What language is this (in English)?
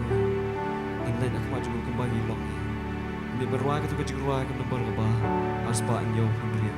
Khasi